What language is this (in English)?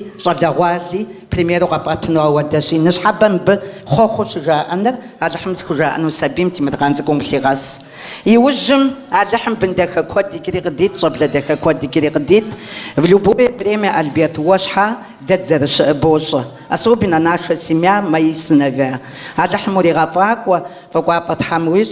Kabardian